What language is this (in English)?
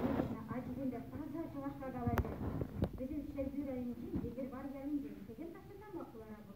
Chuvash